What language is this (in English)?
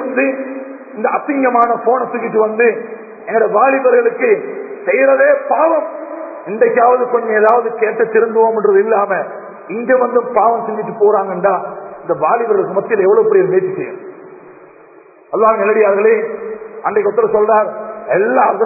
Tamil